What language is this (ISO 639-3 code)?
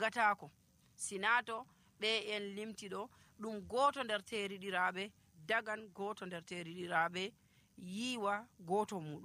fuv